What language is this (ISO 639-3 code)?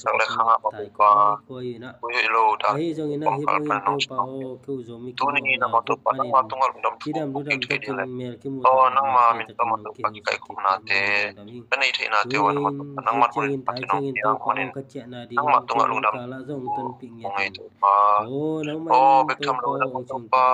ctd